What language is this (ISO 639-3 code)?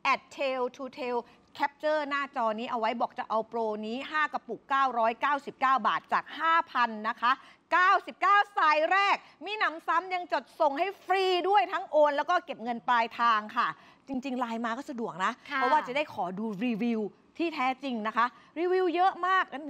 tha